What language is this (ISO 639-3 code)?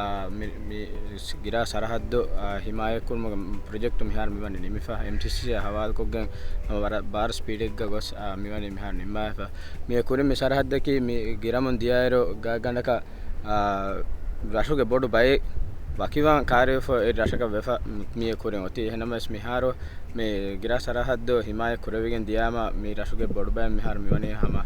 div